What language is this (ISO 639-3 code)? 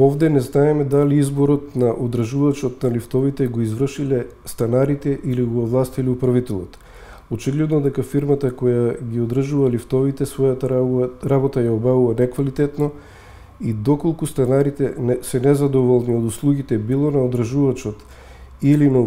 mkd